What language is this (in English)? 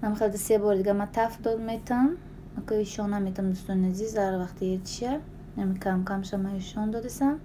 Tajik